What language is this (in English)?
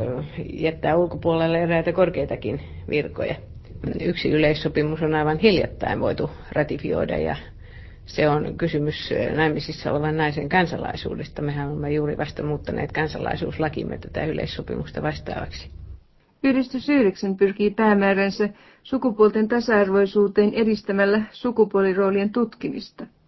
Finnish